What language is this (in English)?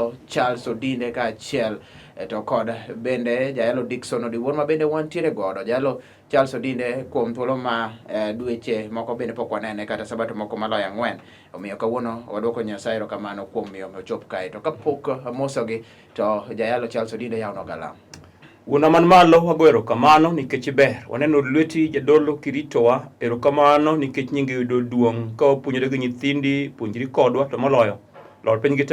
Luo (Kenya and Tanzania)